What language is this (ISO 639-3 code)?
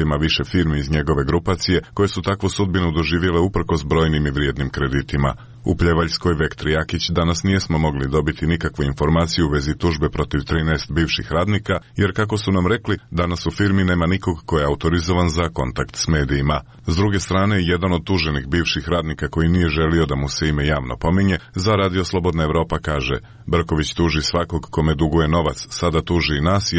srp